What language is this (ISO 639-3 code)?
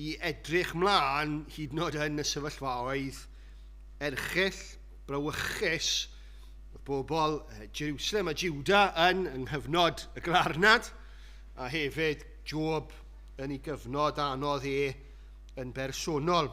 cym